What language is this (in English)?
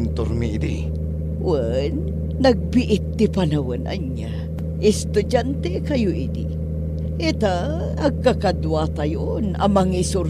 Iloko